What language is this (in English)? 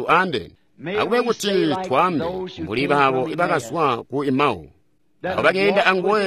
Tonga (Zambia)